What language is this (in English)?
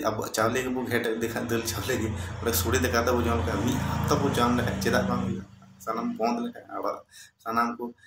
Santali